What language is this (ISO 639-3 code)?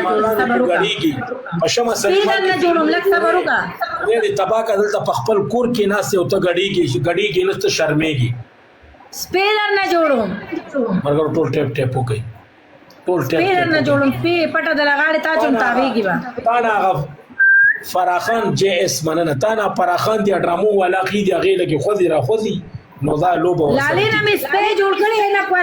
pus